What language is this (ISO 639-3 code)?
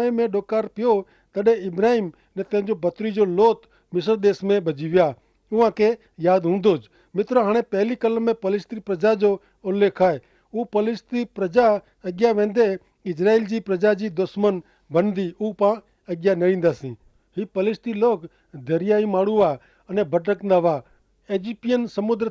kfr